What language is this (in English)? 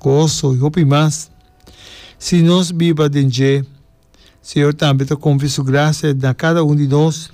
Papiamento